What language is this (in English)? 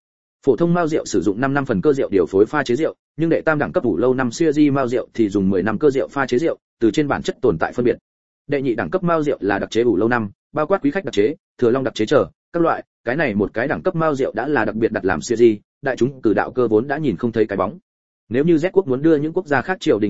Vietnamese